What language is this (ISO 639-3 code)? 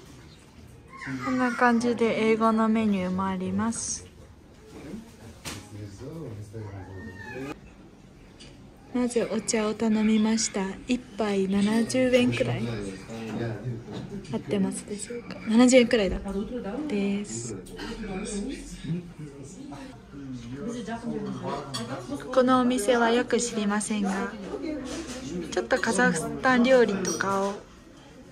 jpn